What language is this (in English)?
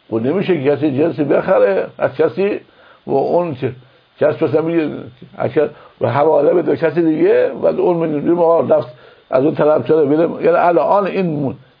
Persian